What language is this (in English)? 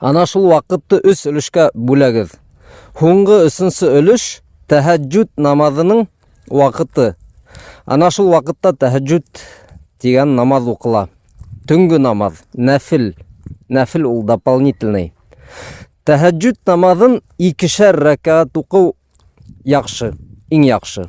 Bashkir